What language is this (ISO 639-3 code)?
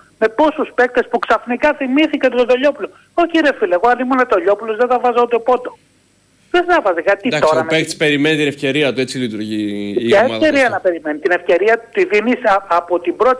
ell